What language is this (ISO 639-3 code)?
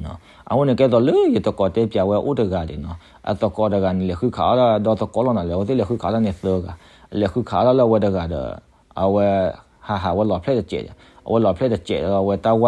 ksw